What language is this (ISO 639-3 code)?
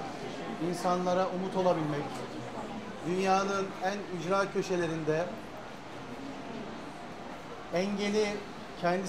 tur